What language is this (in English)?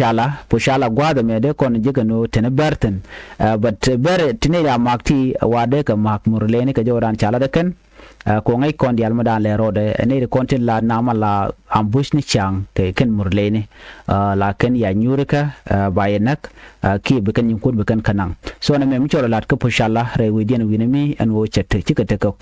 Nuer